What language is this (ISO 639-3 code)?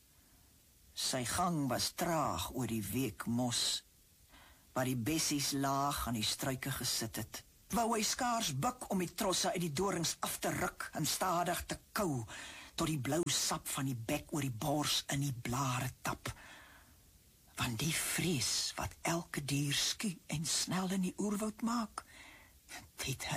afr